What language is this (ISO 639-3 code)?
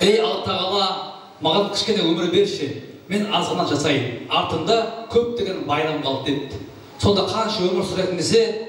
kaa